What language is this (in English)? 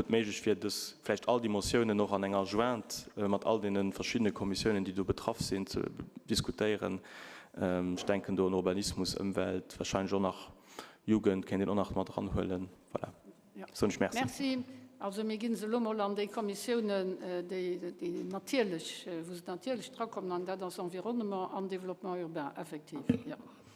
Luxembourgish